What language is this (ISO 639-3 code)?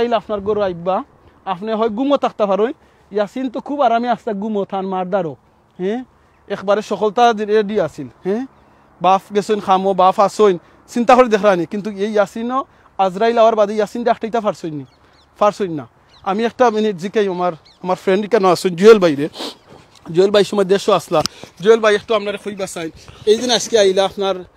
syl